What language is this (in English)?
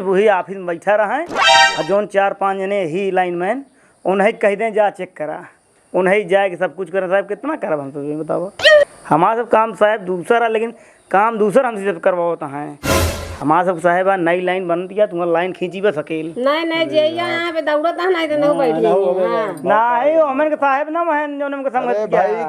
Awadhi